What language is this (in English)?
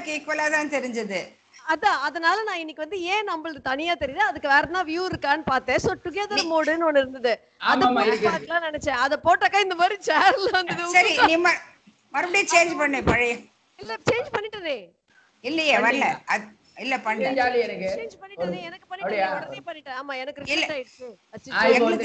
Tamil